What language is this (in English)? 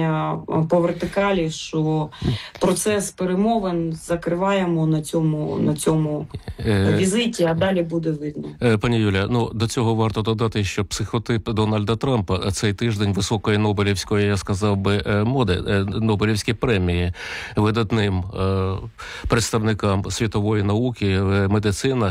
Ukrainian